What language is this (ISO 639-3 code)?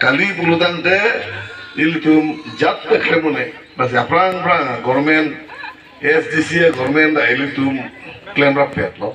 mjw